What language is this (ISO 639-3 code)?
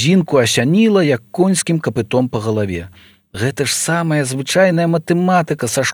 bel